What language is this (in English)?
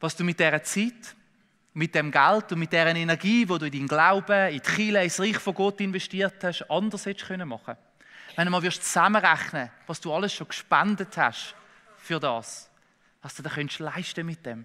Swiss German